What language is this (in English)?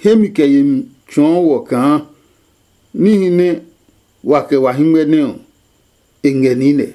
Adangme